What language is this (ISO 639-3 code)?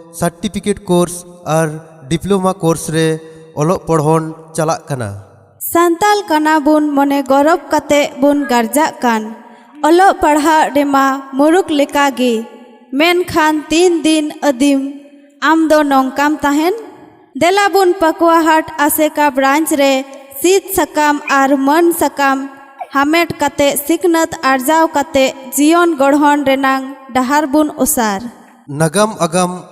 sat